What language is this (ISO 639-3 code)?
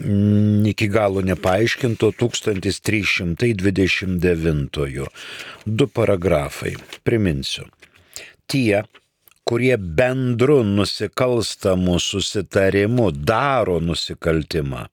lit